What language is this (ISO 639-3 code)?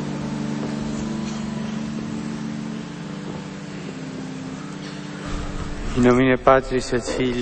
pol